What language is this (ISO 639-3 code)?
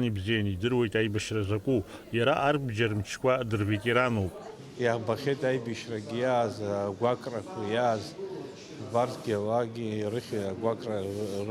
abk